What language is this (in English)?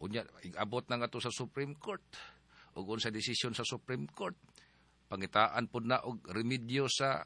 Cebuano